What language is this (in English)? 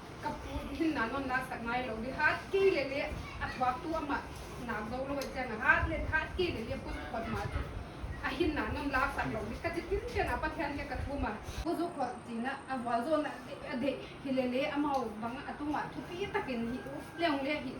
Paite Chin